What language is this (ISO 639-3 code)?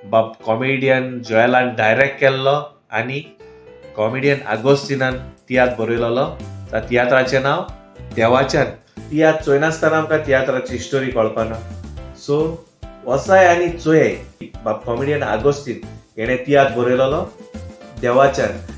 kok